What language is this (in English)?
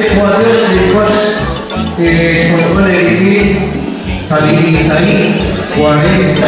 Kekchí